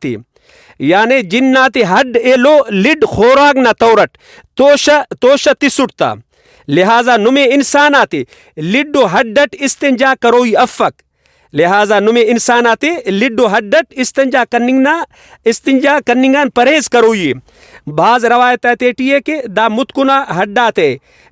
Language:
Brahui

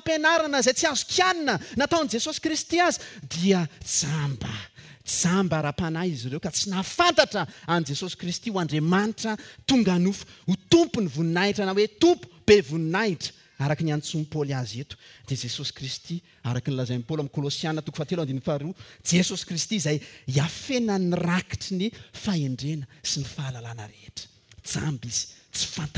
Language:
Malagasy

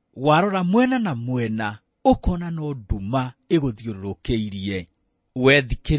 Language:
Kikuyu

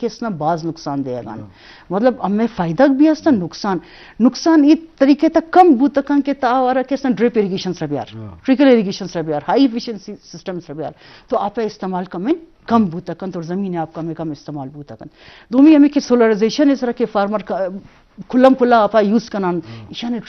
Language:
Eastern Balochi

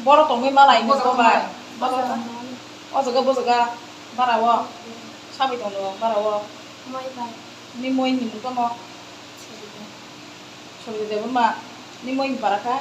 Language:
Riang (India)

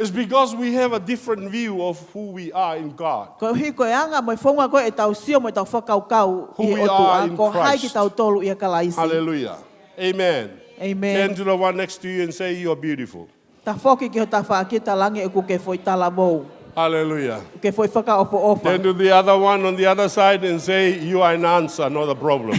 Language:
Tongan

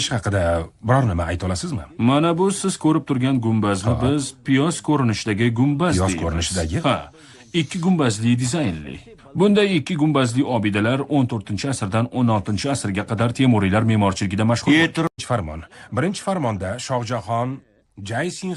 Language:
Uzbek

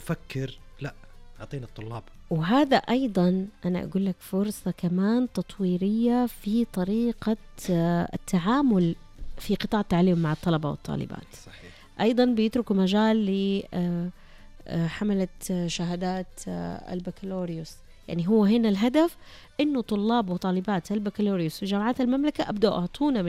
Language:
Arabic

